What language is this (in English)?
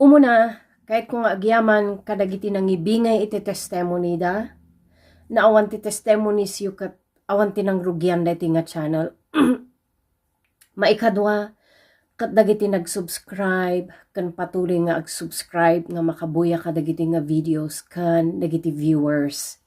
Iloko